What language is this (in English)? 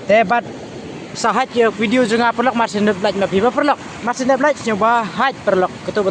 Khasi